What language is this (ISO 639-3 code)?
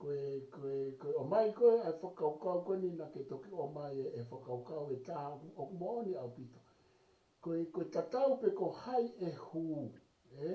ton